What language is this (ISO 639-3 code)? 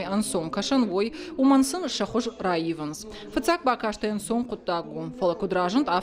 oss